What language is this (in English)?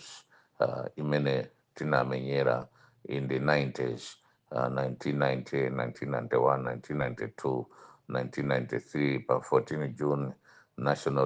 Nyanja